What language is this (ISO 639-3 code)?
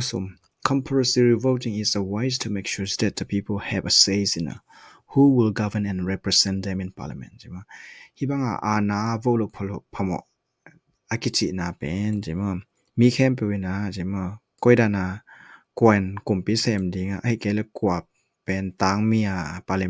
ctd